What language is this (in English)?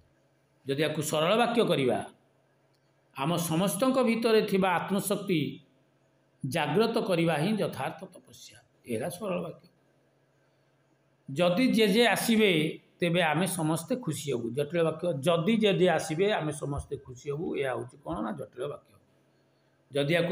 Odia